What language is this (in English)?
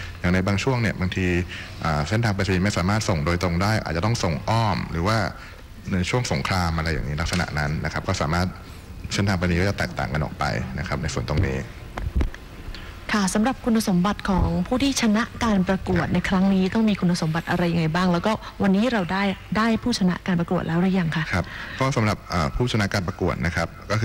Thai